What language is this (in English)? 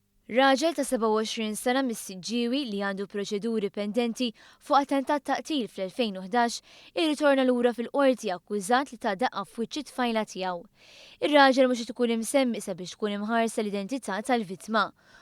Maltese